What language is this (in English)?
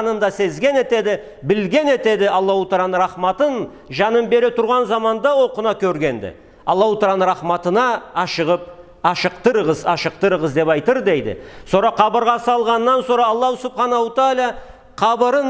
Karachay-Balkar